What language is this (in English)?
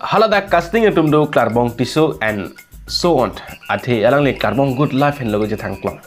Karbi